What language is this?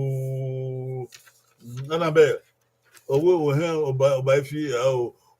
Bini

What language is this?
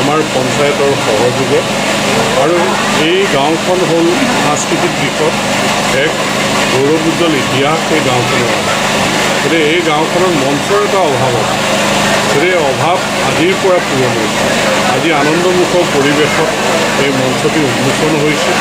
Assamese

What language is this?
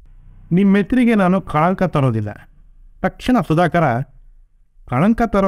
Kannada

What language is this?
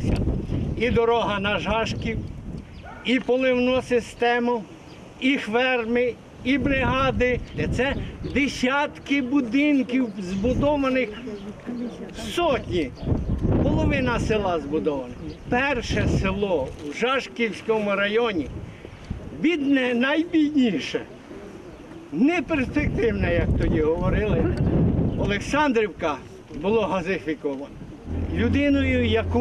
Ukrainian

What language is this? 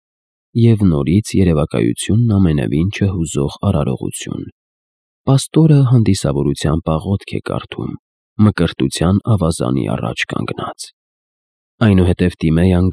Armenian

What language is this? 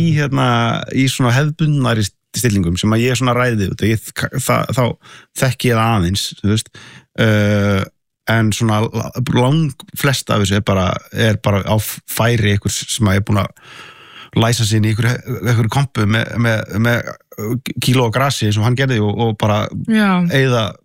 Icelandic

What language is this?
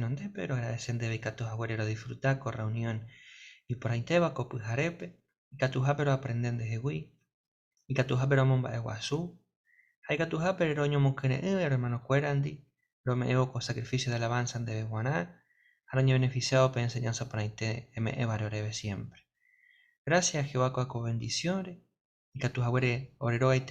Guarani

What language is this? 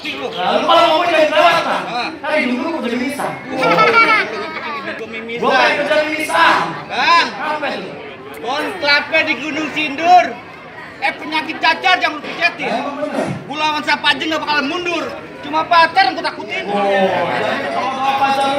Betawi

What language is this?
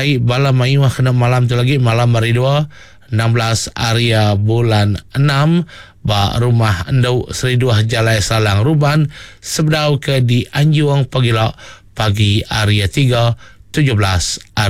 Iban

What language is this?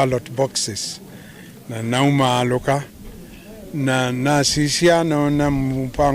Kamba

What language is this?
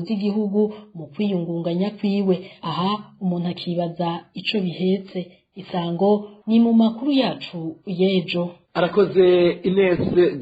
Rundi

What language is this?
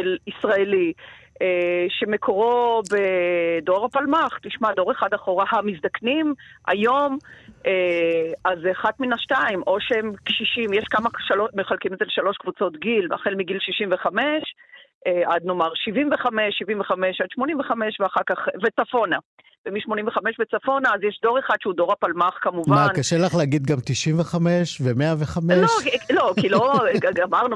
Hebrew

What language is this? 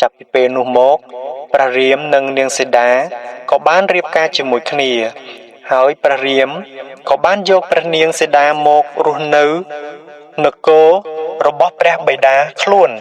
Khmer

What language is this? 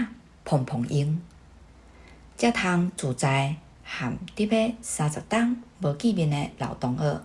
Min Nan Chinese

